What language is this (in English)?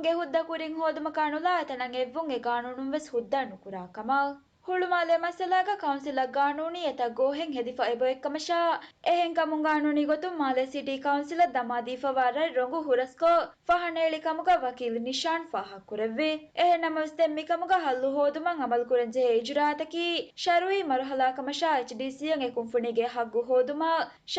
Divehi